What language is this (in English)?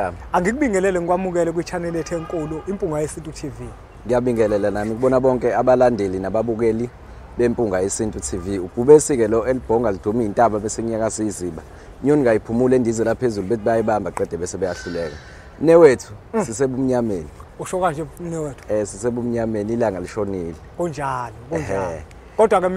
Zulu